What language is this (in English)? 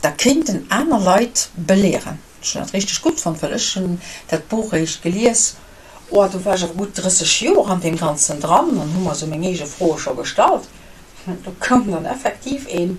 Luxembourgish